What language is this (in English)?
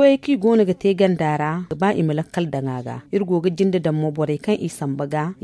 Zarma